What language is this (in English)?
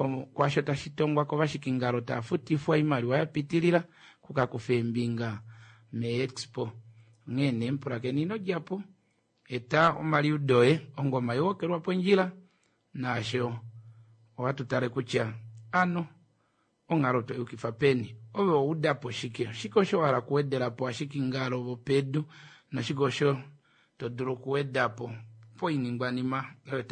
Kuanyama